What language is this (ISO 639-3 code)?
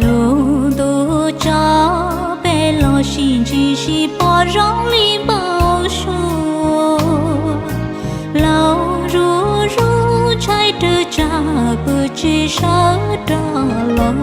hmn